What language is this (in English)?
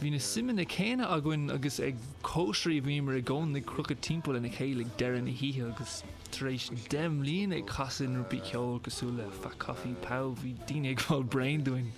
Irish